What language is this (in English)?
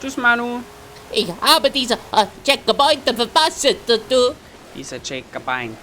Bavarian